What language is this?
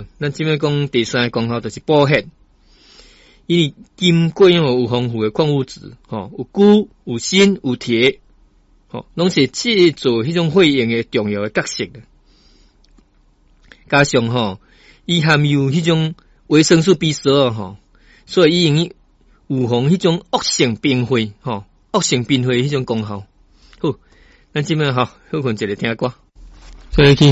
Min Nan Chinese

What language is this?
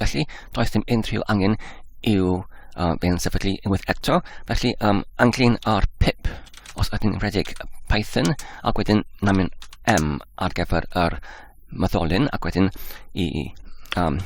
Welsh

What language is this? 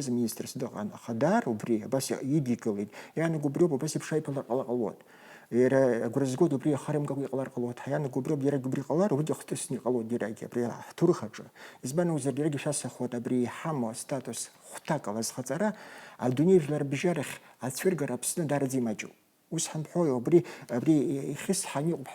Abkhazian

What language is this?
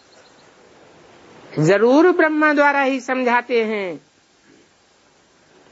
Hindi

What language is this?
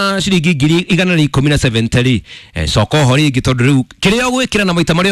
Kikuyu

